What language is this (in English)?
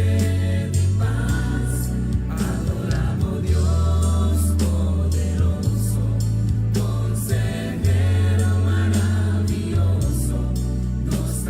Papiamento